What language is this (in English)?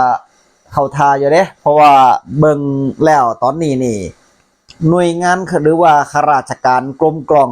Northeastern Thai